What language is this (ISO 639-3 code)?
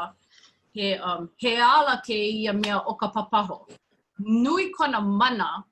haw